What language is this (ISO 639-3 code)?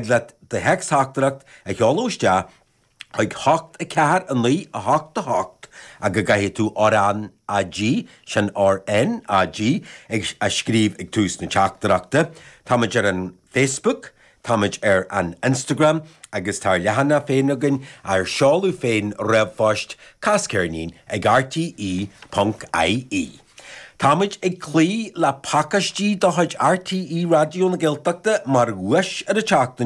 gle